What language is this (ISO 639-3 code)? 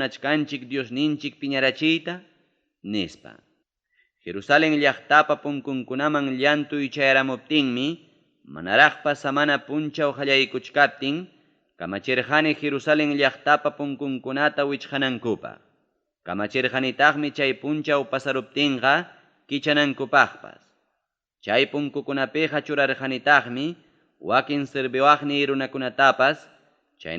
quy